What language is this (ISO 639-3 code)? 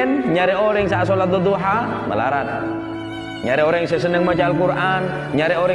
mad